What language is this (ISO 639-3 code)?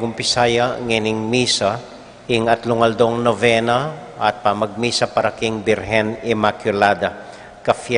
pam